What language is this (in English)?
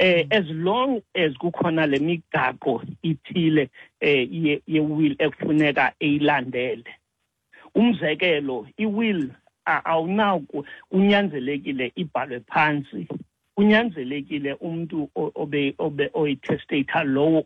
Xhosa